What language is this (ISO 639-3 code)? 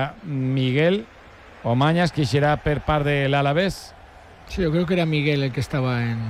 cat